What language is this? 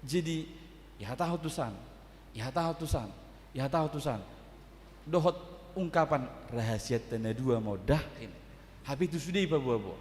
Batak Toba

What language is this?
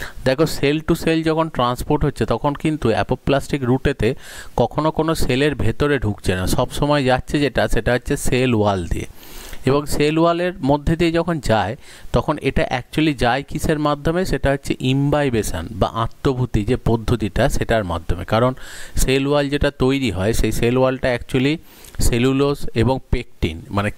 Bangla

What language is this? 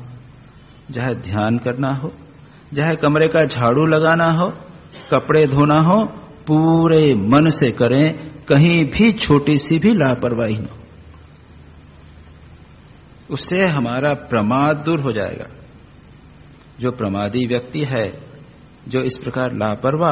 Hindi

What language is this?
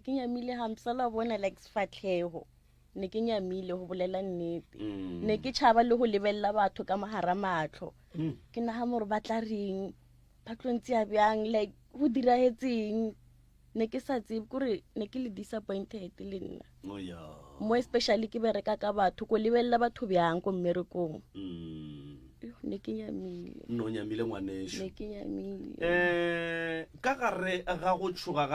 Northern Sotho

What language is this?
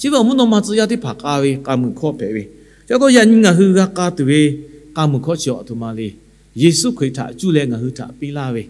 Lahu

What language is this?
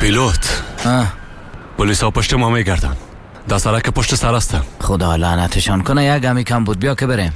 Persian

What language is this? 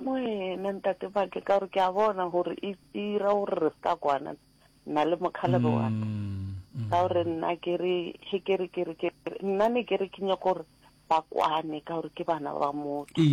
Northern Sotho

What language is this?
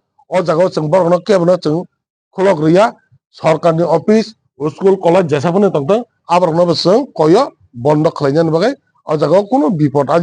Kok Borok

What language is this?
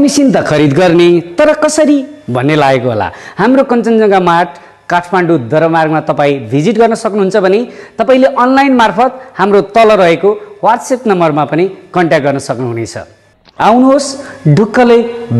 Nepali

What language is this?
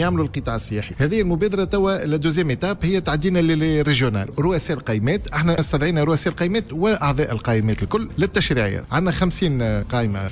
Tunisian Arabic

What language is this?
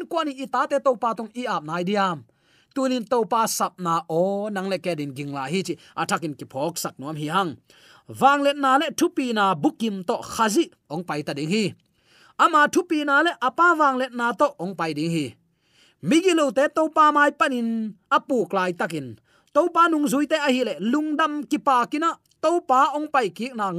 Tedim Chin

